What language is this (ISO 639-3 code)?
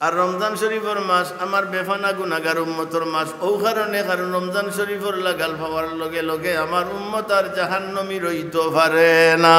syl